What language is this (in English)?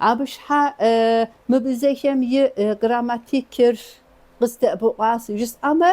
Kabardian